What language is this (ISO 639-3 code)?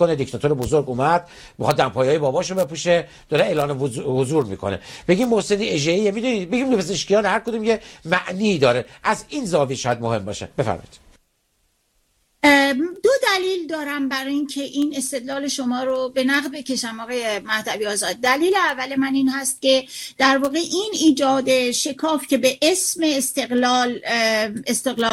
fas